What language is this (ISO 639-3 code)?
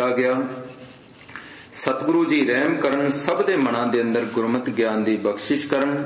pan